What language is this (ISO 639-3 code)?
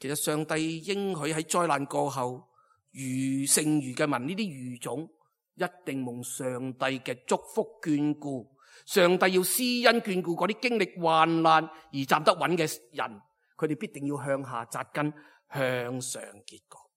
yue